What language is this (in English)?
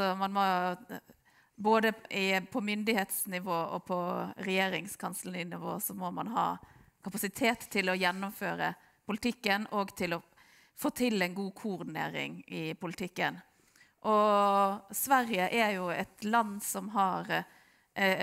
Swedish